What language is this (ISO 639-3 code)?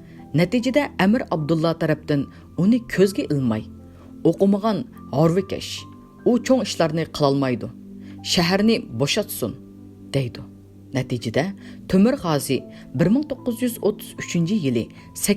uig